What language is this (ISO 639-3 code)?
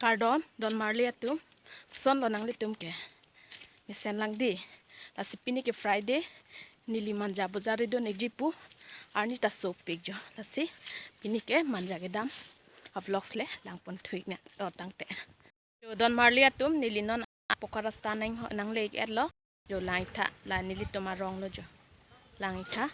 mjw